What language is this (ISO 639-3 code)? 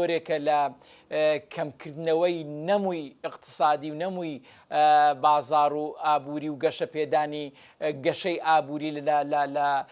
ckb